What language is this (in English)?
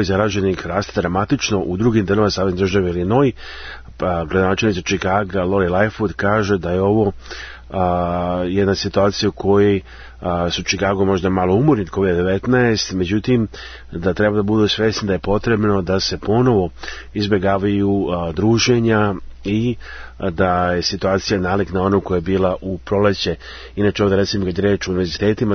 Serbian